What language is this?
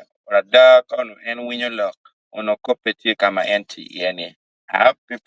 Acoli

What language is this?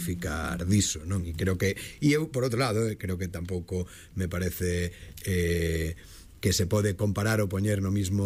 Galician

